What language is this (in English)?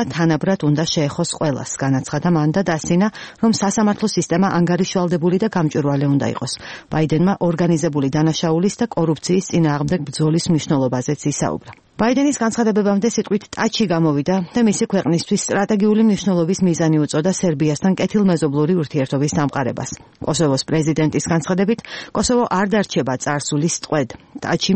Georgian